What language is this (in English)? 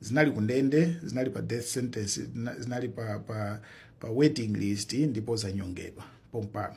Nyanja